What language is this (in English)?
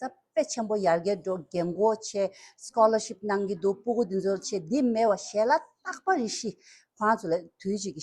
Tibetan